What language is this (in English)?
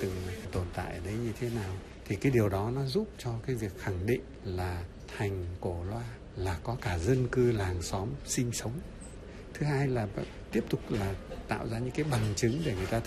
Vietnamese